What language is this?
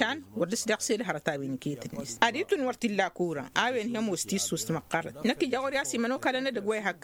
Tamasheq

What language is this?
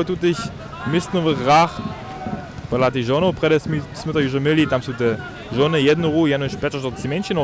Upper Sorbian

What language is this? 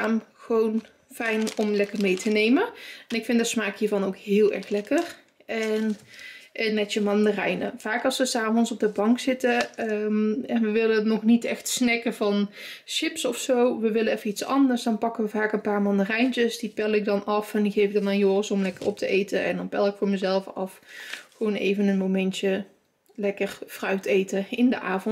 Dutch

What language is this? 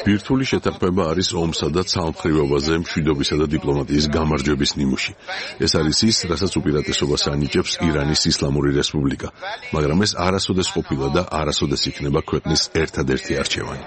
Georgian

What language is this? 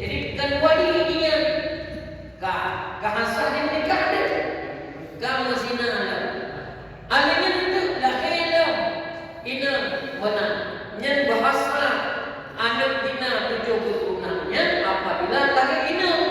Achinese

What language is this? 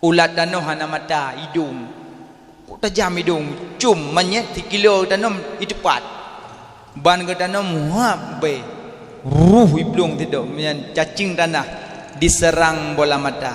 Achinese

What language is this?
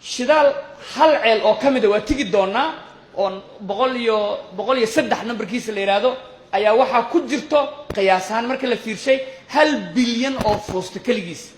Somali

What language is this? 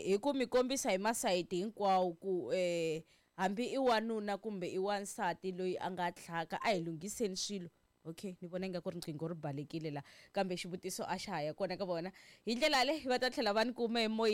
Tsonga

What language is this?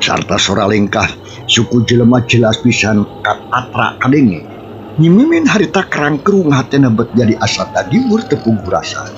Sundanese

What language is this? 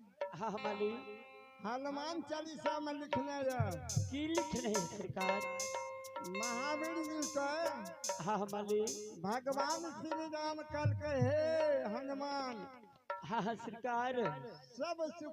Maithili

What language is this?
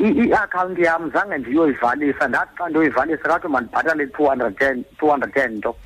Xhosa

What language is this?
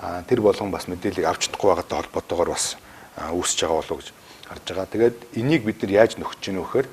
Mongolian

